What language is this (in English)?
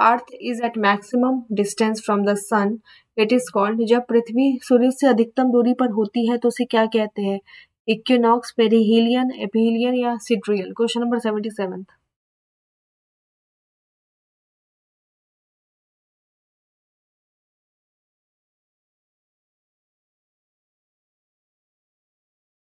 Hindi